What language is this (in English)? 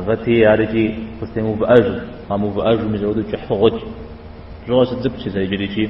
Kabardian